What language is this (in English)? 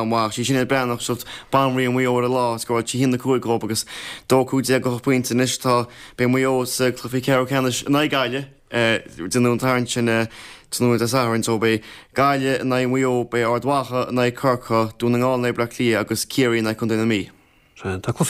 Irish